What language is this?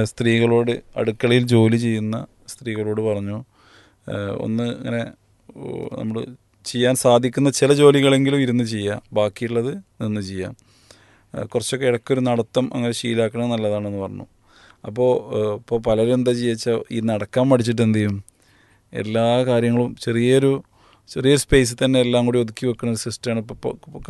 Malayalam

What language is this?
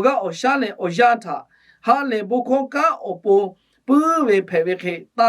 Lahu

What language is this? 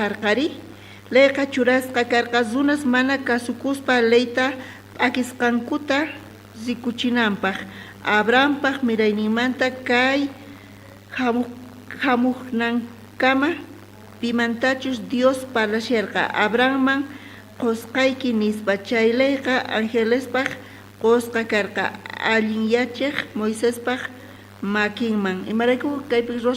South Bolivian Quechua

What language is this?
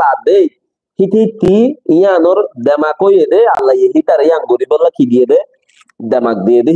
Rohingya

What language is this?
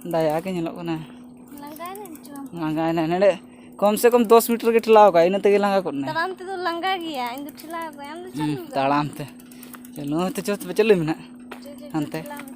Santali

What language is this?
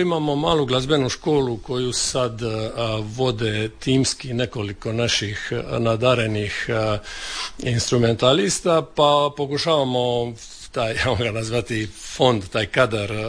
Croatian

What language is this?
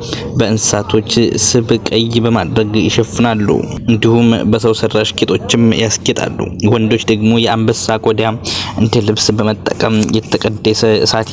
Amharic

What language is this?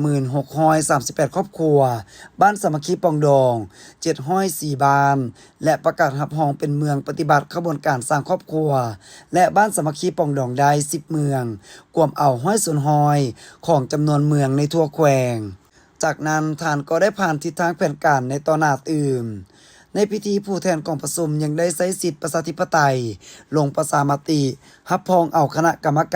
Lao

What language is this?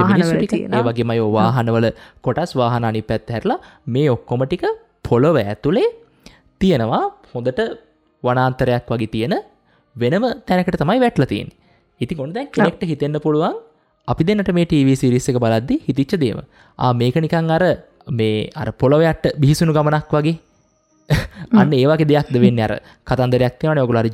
Sinhala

